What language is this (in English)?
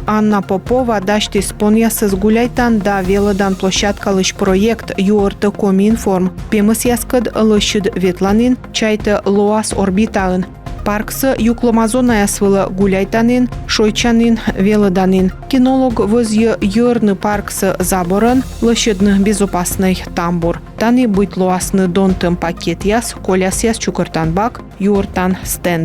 Komi